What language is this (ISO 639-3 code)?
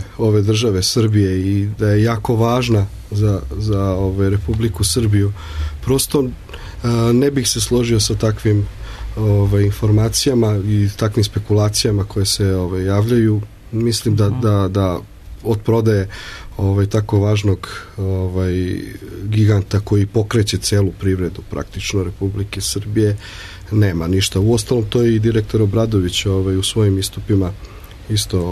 srp